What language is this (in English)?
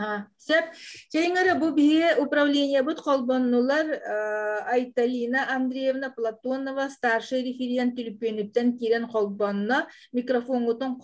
Yakut